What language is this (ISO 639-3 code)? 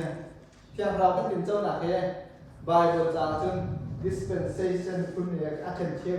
cnh